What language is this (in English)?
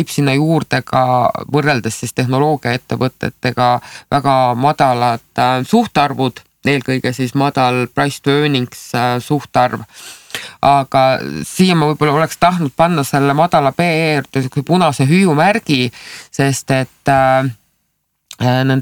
Estonian